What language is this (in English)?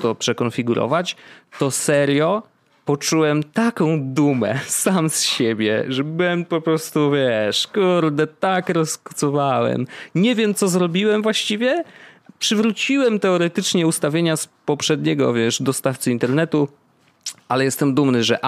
Polish